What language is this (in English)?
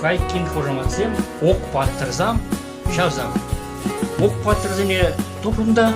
Chuvash